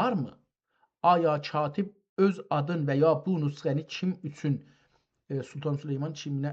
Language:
South Azerbaijani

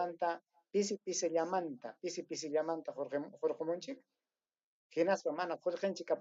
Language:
Ayacucho Quechua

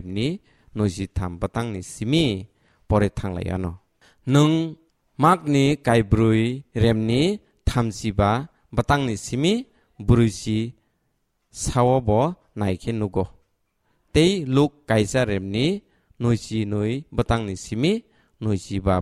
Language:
Kok Borok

